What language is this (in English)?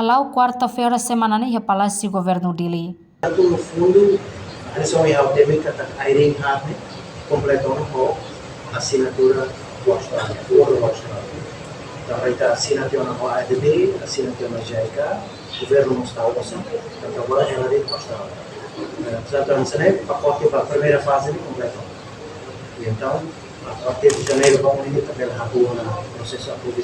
Tetum